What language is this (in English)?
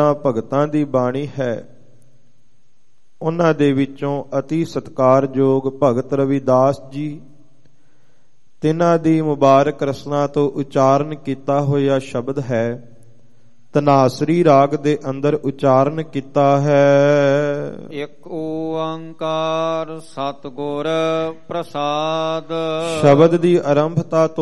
Punjabi